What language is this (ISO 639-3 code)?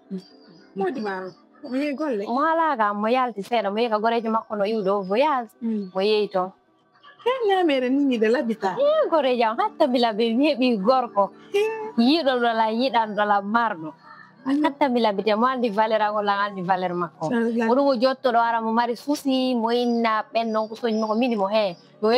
ful